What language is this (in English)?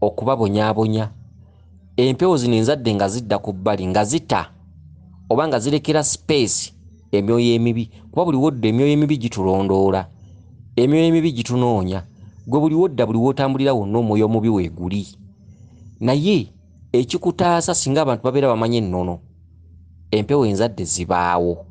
Ganda